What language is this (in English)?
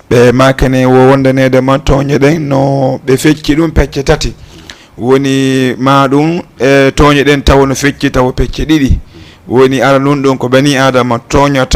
Fula